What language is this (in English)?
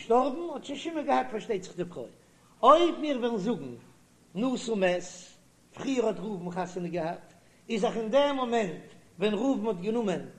Yiddish